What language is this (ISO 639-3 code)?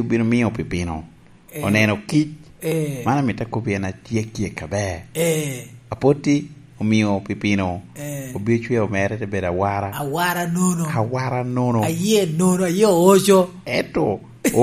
laj